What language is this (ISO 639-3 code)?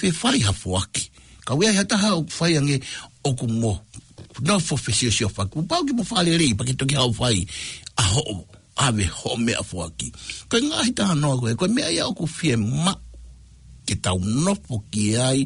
ton